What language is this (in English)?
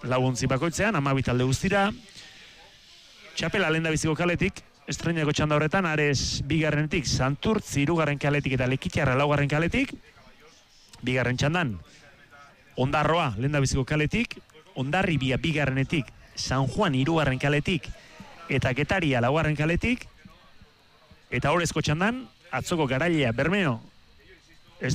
Basque